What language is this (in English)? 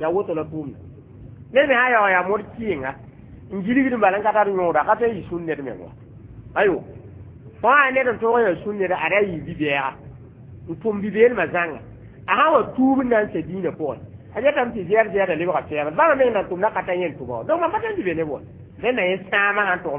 Mossi